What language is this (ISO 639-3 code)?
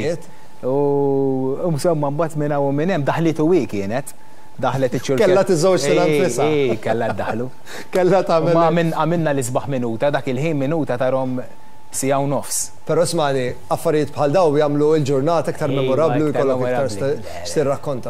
mlt